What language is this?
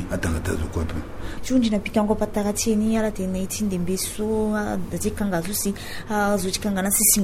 Sango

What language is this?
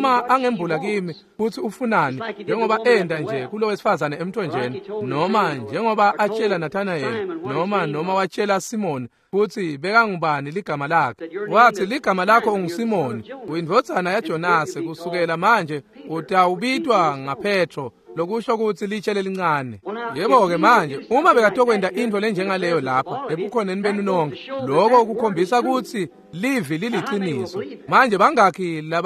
Swati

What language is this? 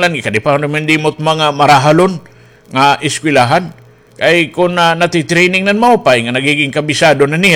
Waray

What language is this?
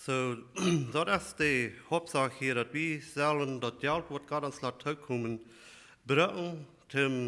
Plautdietsch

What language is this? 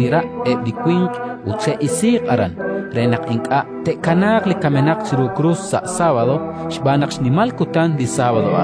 Kekchí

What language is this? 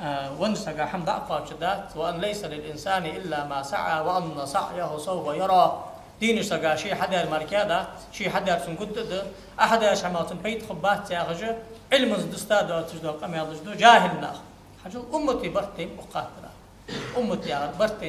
Ingush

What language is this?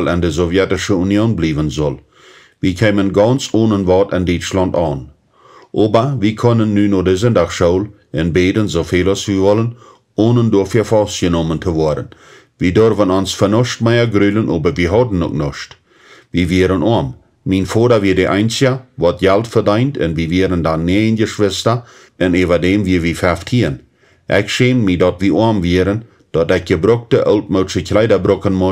Plautdietsch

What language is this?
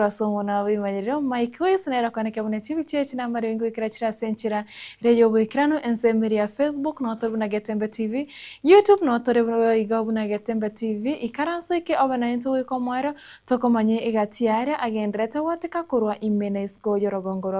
Gusii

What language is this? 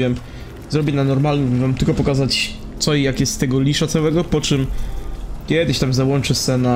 Polish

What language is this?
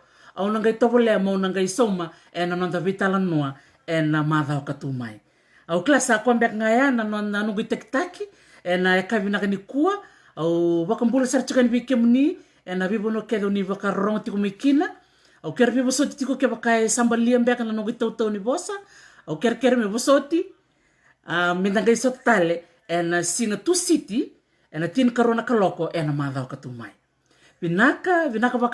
Fijian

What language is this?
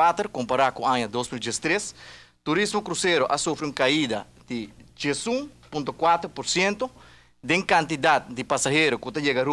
Papiamento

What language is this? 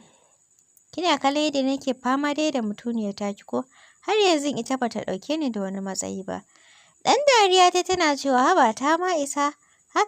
Hausa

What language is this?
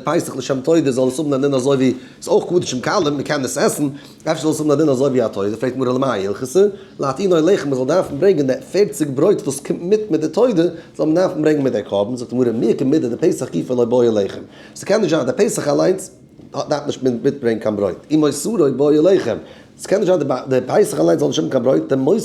Yiddish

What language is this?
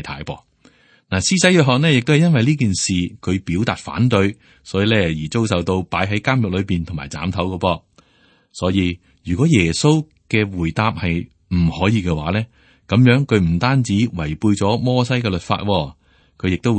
Cantonese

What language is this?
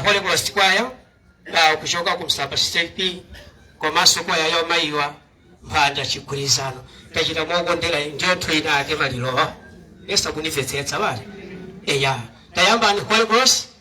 Nyanja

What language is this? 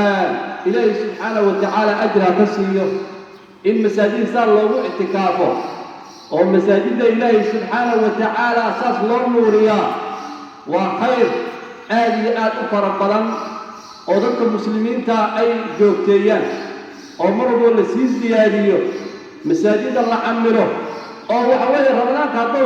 Somali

